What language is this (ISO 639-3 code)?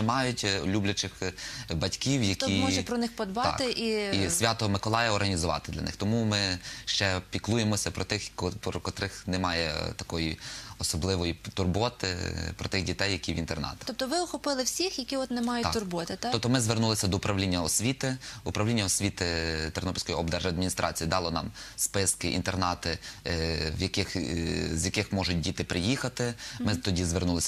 ukr